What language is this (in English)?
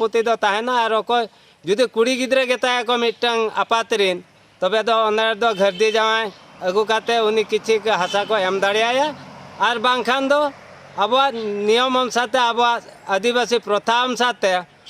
Santali